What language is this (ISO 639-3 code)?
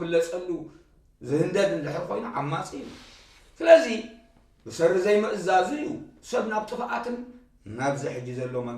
tir